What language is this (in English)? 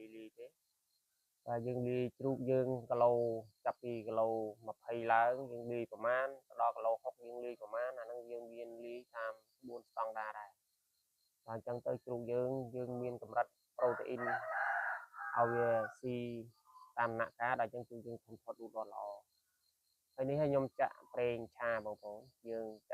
Khmer